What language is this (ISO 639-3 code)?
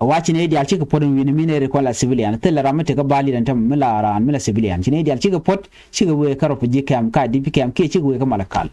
nus